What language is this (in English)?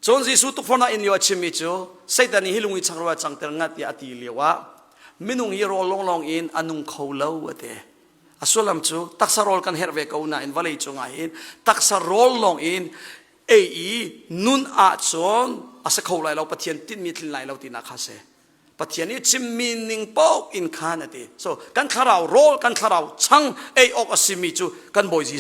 Hakha Chin